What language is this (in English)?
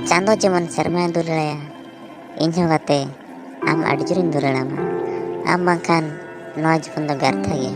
Santali